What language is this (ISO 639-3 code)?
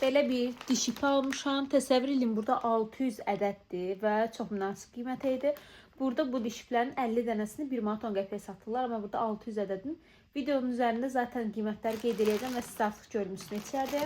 aze